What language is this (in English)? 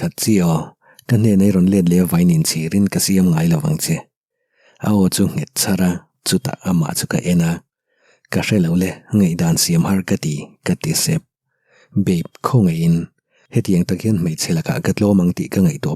Mizo